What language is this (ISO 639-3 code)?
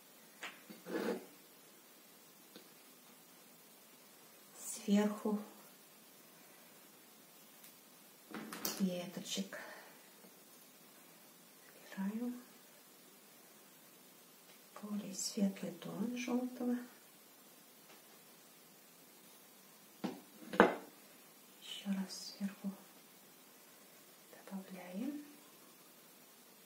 rus